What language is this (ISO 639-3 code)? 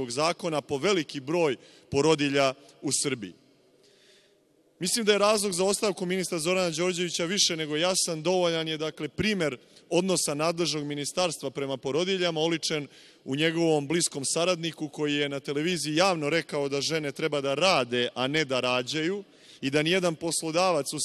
srp